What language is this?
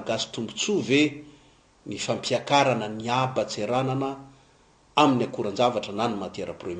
Malagasy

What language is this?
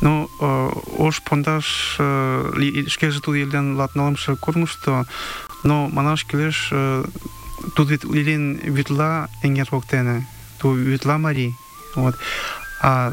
Mari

